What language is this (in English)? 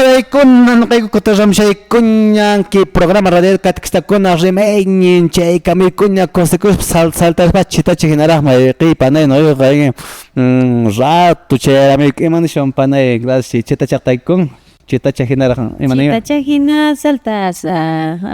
Quechua